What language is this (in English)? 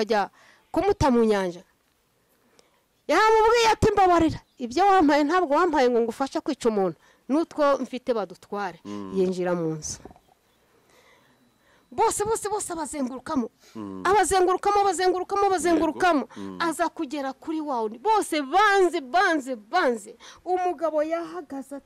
Kinyarwanda